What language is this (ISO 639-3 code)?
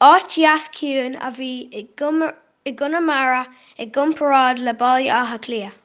gle